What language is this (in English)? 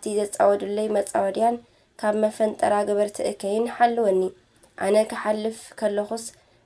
Tigrinya